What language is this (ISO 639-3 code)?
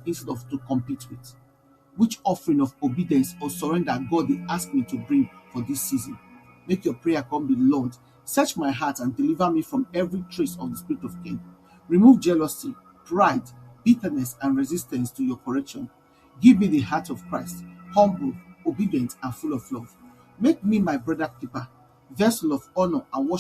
pcm